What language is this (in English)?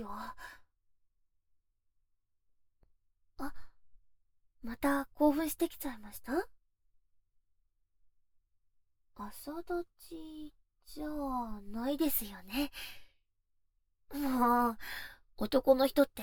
Japanese